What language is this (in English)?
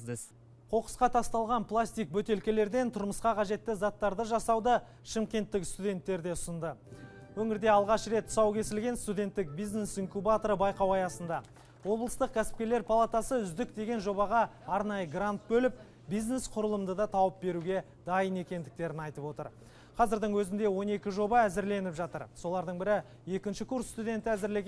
Kazakh